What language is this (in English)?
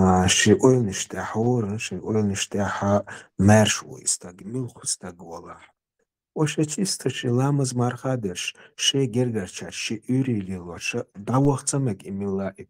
Chechen